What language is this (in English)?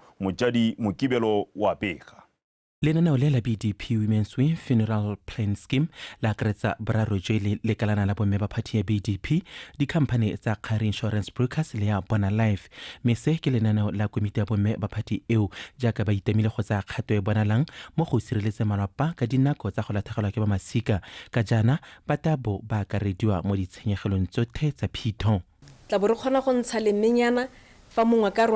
Tswana